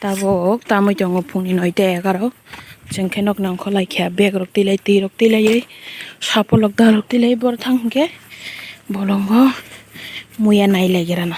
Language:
Kok Borok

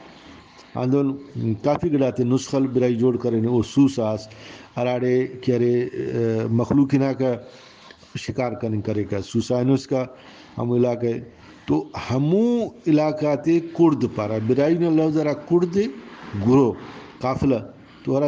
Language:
Brahui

